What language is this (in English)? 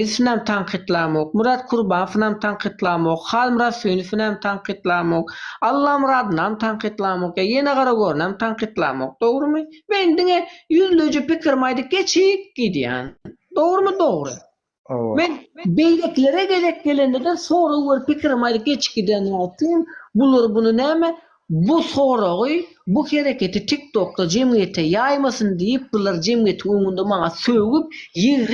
Turkmen